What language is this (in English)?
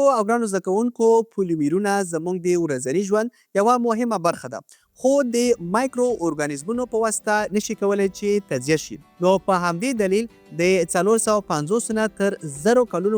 Pashto